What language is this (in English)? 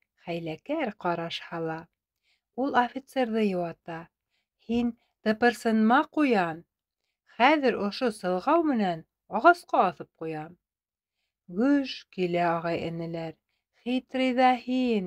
Bashkir